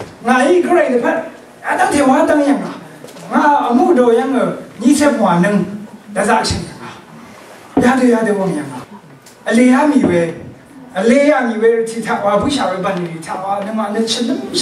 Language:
Rawang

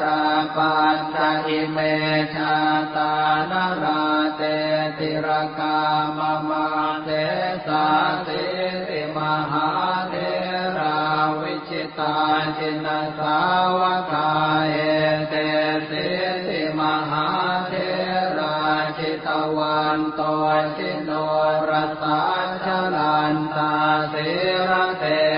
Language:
Pali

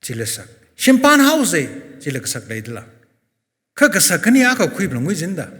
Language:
Tangkhul Naga (India)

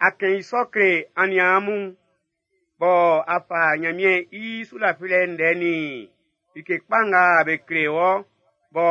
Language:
Baoulé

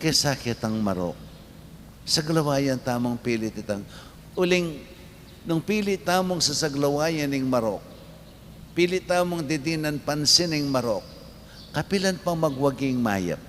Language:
Pampanga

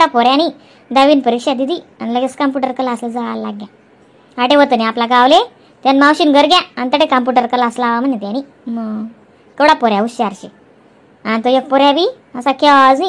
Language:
Khandesi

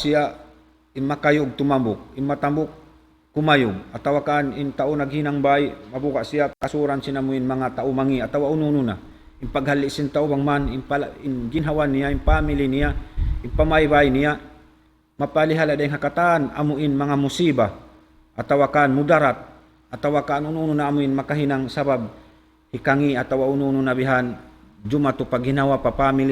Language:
Tausug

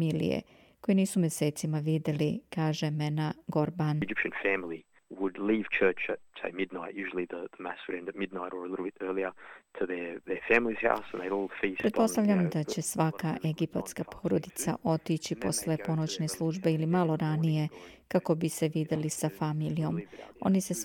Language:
Serbian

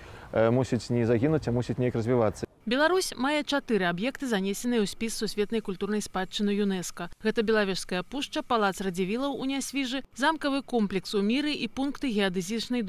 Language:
Belarusian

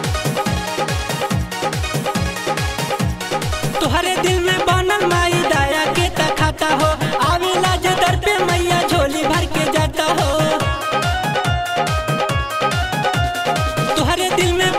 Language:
Bhojpuri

